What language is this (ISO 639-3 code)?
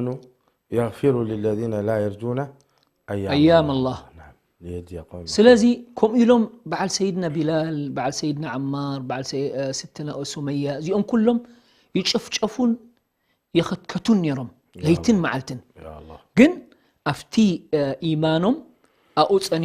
tir